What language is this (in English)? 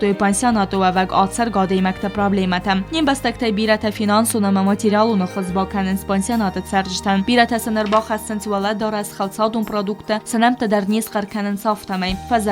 Ossetic